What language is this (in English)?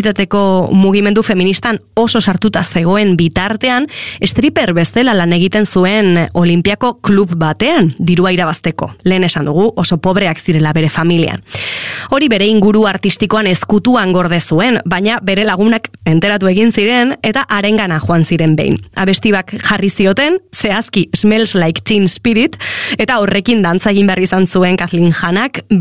Basque